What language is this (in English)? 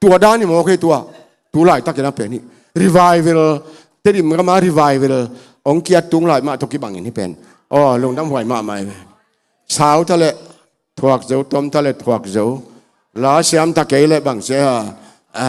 Tedim Chin